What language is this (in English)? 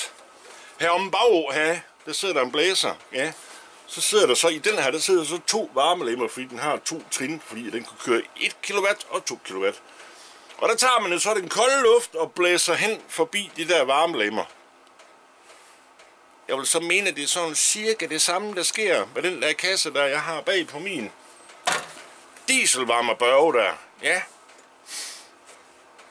Danish